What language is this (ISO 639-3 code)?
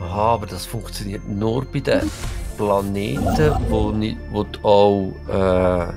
gsw